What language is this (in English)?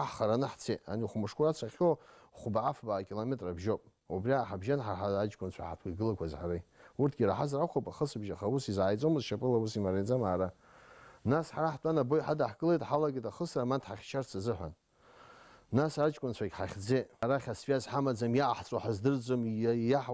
Abkhazian